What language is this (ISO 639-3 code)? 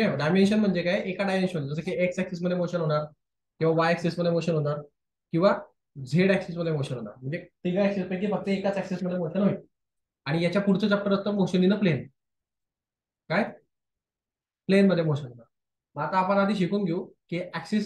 mar